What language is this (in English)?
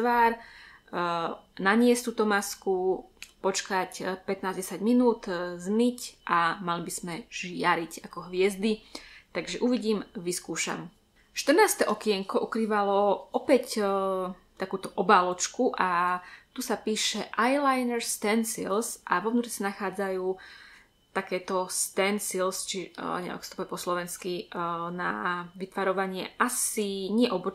Slovak